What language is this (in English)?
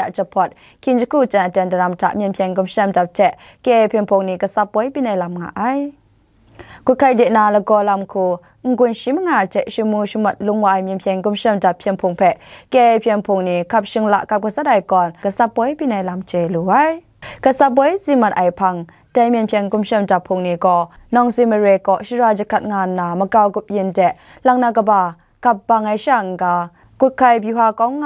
Kachin